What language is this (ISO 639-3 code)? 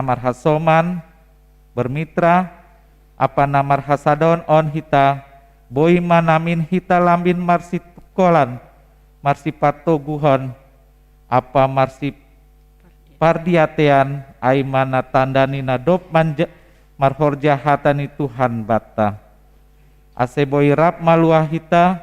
bts